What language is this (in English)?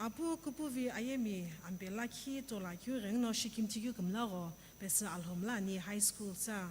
Sumi Naga